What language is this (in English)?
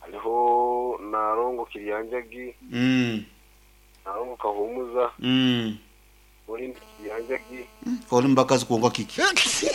Nyankole